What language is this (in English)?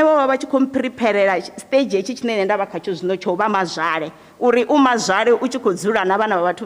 Venda